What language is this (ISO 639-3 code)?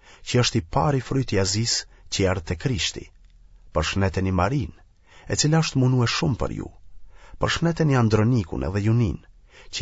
sqi